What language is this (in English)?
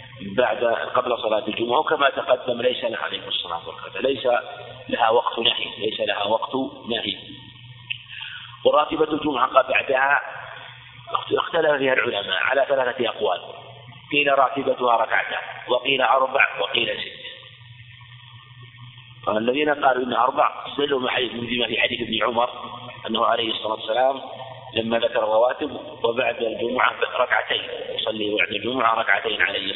Arabic